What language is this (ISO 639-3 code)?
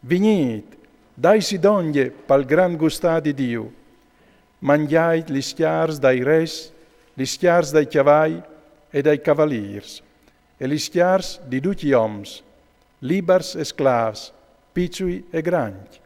fur